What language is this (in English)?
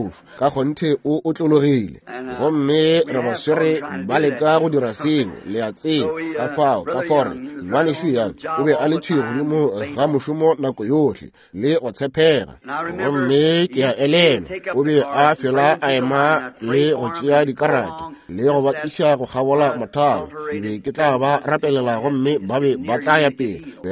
Northern Sotho